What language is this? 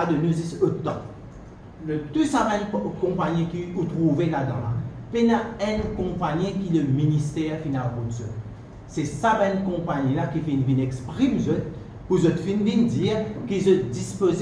Morisyen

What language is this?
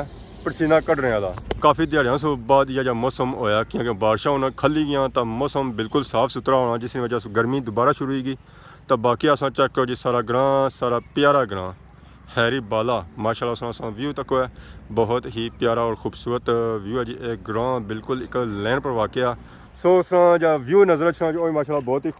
Pahari-Potwari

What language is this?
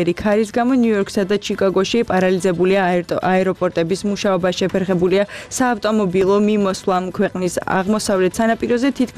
Georgian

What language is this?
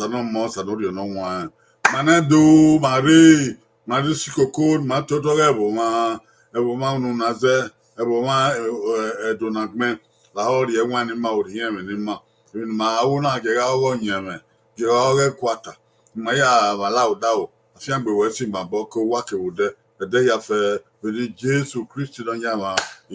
Bini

